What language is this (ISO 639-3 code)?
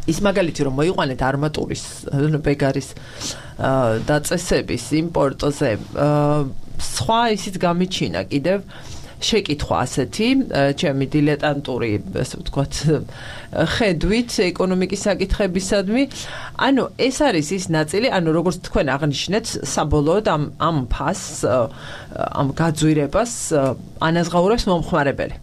kat